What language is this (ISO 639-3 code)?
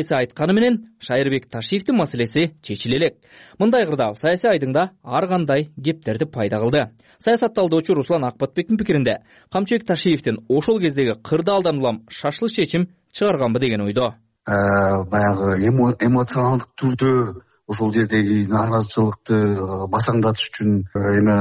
kir